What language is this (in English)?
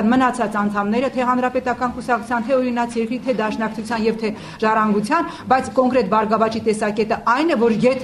Armenian